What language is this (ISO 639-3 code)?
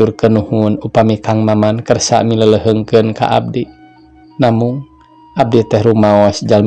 sun